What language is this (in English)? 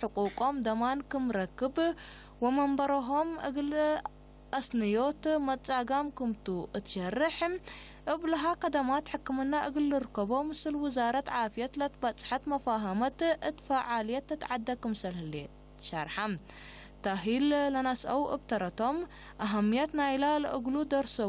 Tigre